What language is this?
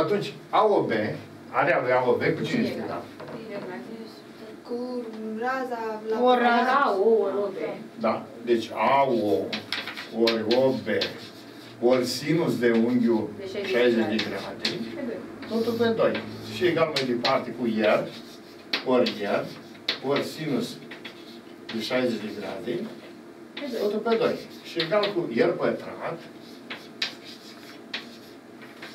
Romanian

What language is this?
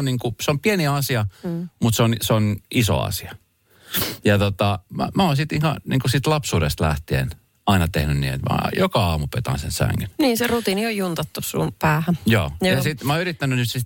Finnish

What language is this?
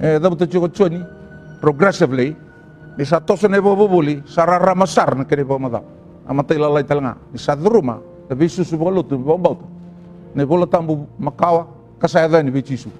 Fijian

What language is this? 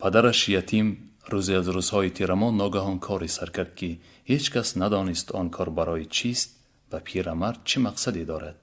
Tajik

